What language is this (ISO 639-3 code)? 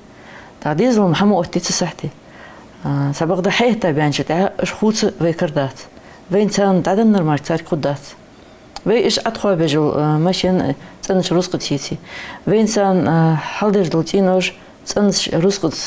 inh